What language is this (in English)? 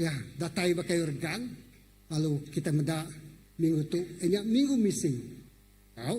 Iban